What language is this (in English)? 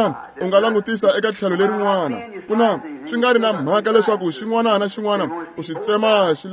Tsonga